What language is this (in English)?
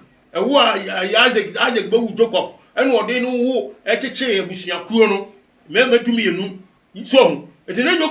Akan